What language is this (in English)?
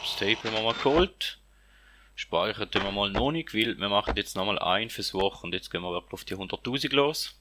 Swiss German